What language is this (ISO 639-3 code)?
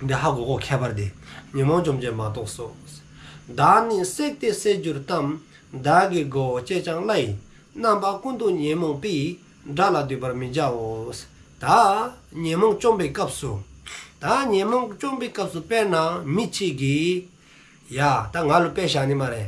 dzo